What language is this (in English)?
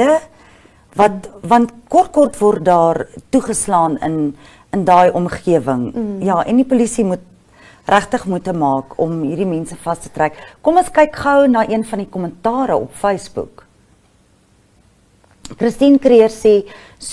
Afrikaans